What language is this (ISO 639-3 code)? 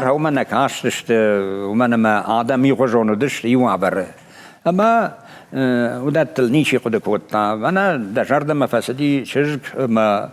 oss